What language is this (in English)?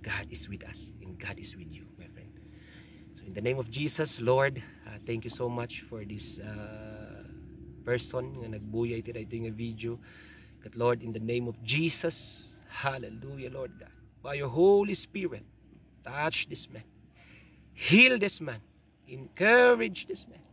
Iloko